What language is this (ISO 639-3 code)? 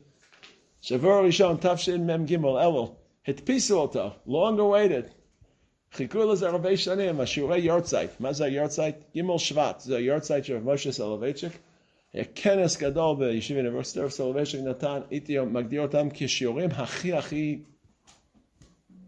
heb